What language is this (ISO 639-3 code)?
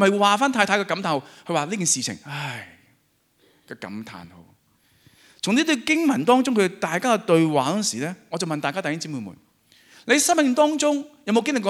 yue